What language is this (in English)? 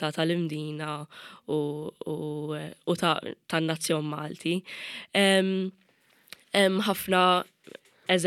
Maltese